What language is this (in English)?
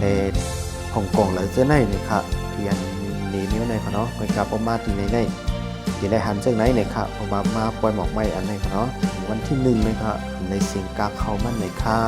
Shan